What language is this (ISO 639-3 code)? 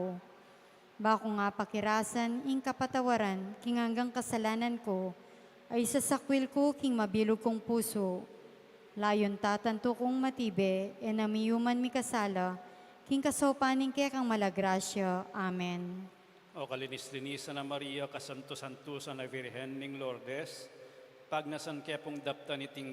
pam